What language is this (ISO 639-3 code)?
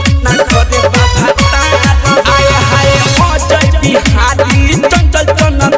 bho